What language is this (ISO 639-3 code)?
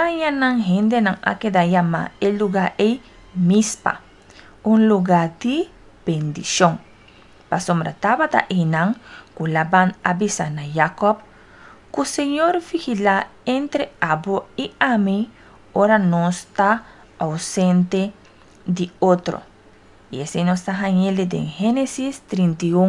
pap